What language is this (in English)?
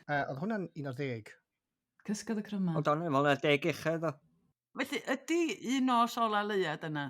Welsh